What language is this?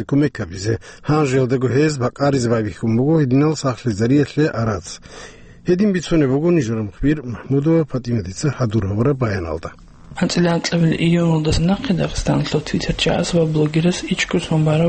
Avaric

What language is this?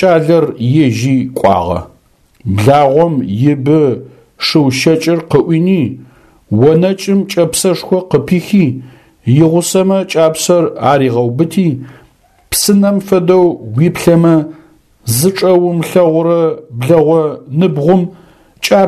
Adyghe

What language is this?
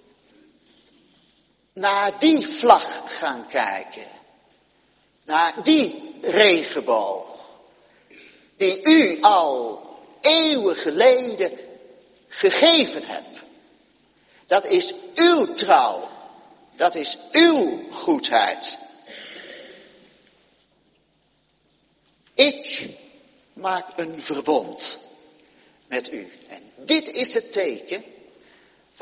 Dutch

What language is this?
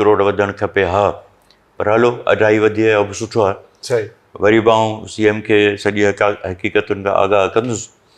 Sindhi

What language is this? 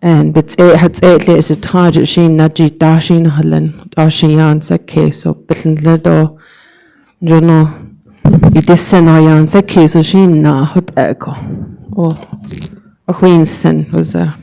Navajo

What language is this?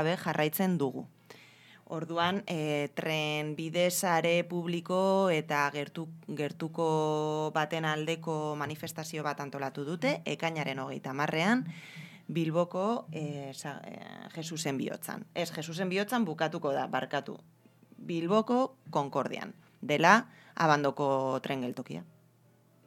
Basque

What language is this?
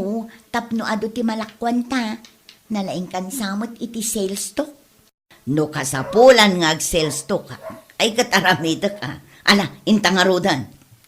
Iloko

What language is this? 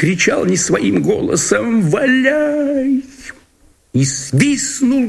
Russian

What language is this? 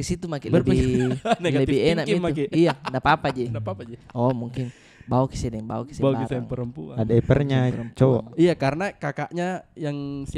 Makassar Malay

